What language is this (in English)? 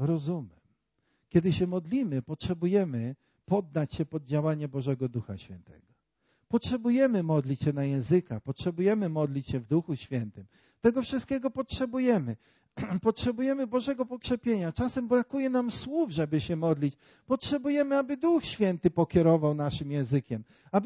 Polish